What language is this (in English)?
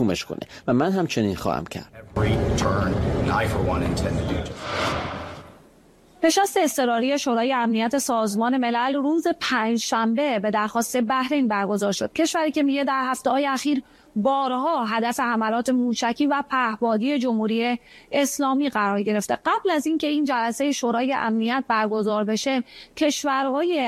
Persian